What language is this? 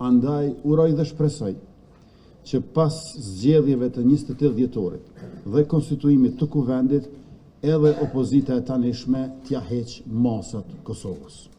Albanian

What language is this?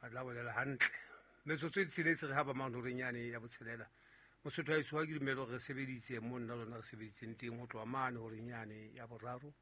Southern Sotho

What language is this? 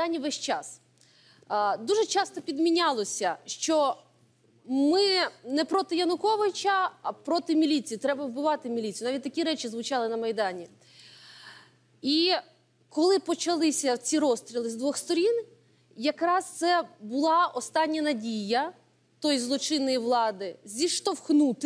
Ukrainian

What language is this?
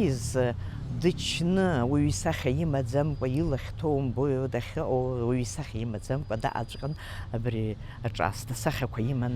Abkhazian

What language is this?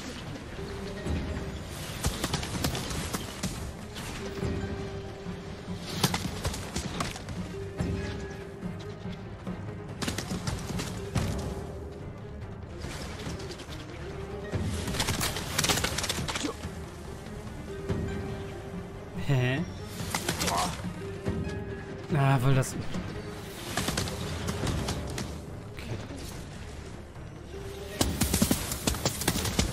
German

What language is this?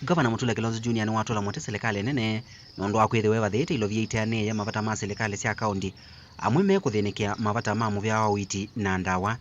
Kamba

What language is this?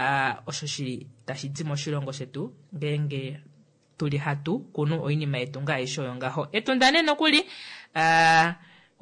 Kuanyama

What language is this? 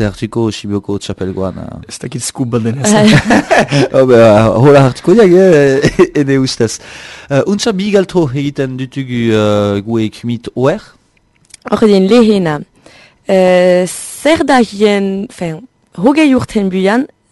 Basque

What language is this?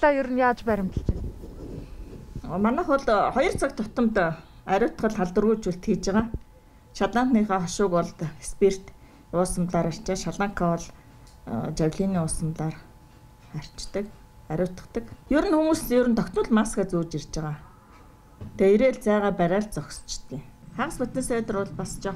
Mongolian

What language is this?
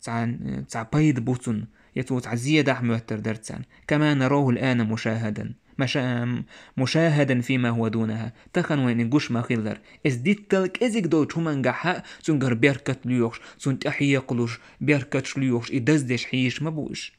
Chechen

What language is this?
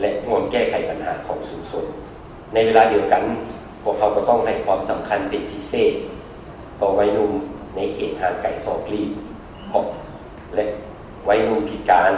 Lao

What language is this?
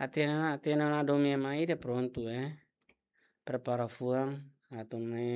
Tetum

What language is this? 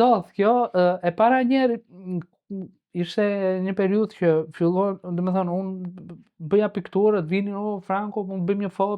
Albanian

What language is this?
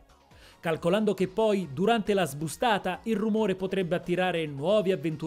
Italian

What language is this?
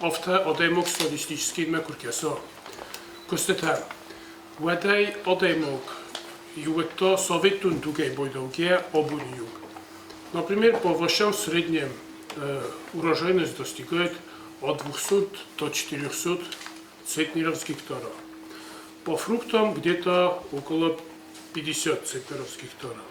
Ossetic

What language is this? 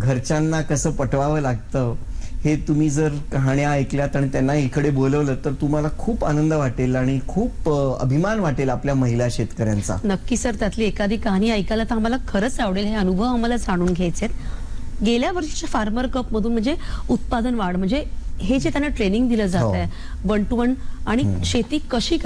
Marathi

